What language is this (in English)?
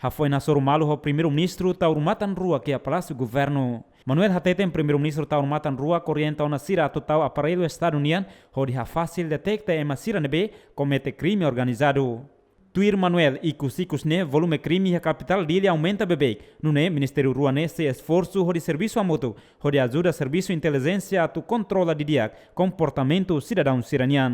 Tetum